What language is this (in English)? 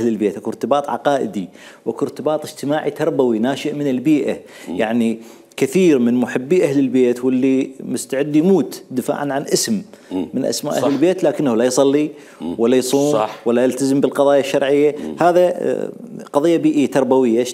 Mesopotamian Arabic